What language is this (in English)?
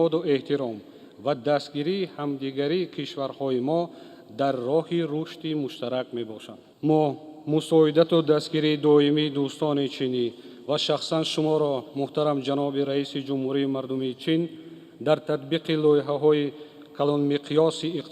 Tajik